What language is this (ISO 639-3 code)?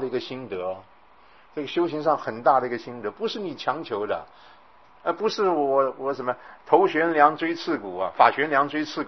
zho